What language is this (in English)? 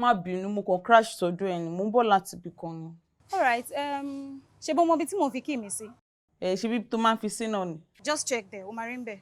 Yoruba